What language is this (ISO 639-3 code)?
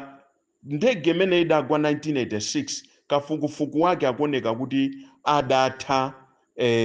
nya